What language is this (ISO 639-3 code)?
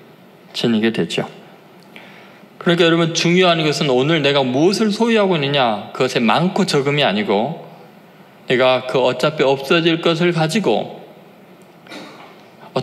kor